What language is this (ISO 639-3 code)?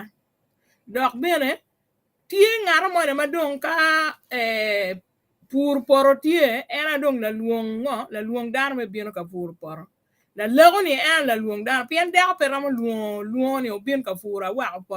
ach